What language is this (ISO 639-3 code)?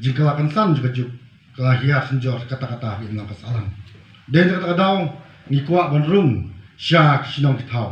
kha